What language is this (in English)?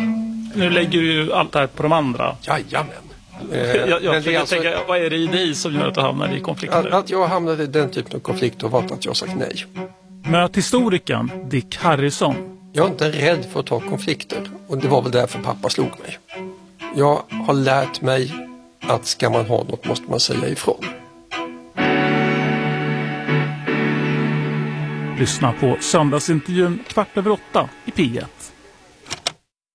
Swedish